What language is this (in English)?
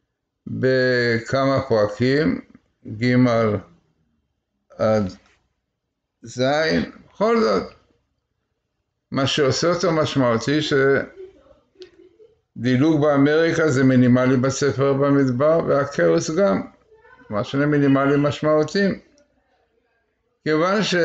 Hebrew